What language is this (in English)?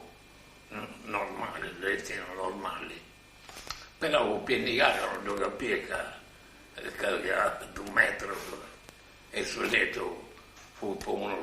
Sardinian